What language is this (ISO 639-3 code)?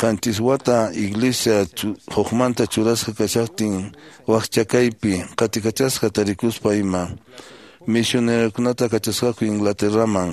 que